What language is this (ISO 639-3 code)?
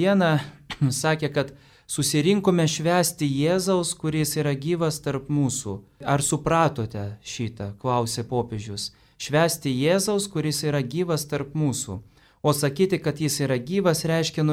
lit